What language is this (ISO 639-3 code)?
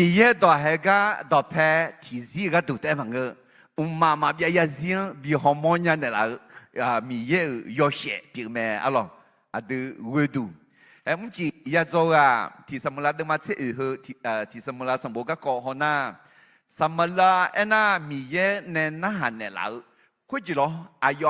ahk